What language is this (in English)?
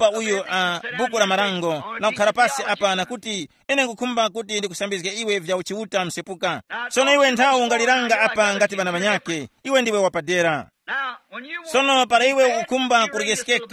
Tumbuka